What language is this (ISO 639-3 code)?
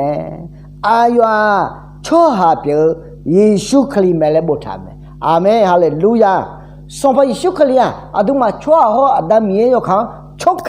ahk